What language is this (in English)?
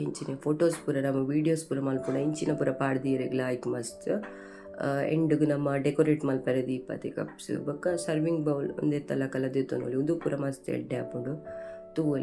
Tulu